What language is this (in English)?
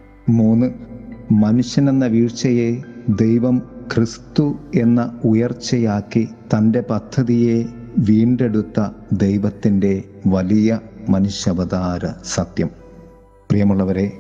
Malayalam